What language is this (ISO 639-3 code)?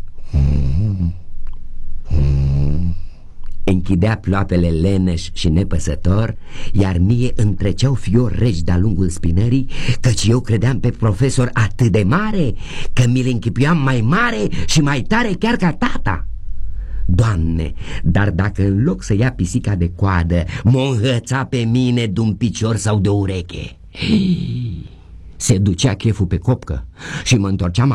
ron